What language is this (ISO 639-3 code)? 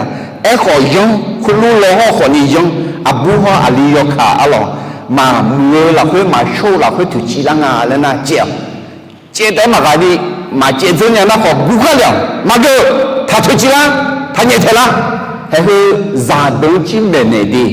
ahk